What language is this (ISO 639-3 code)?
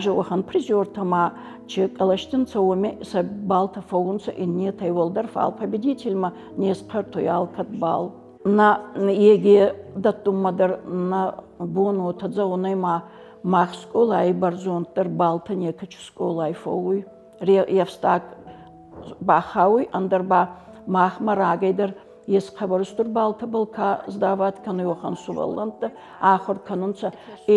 oss